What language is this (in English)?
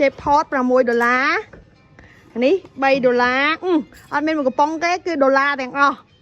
Khmer